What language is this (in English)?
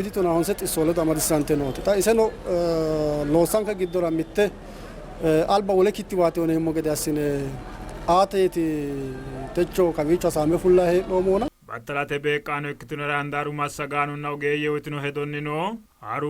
Sidamo